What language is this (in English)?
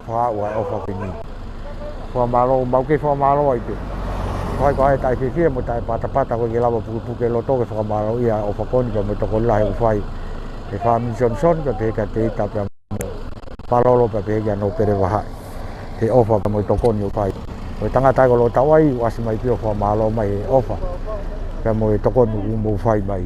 Tongan